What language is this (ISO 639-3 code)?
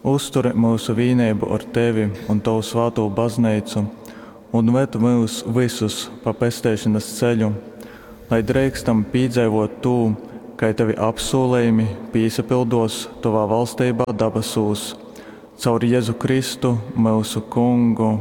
ltg